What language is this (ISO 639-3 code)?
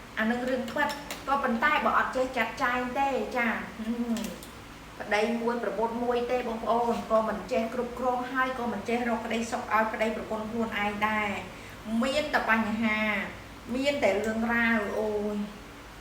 khm